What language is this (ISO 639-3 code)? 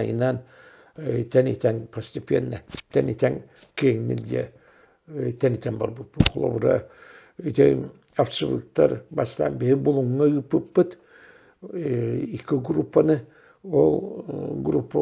sah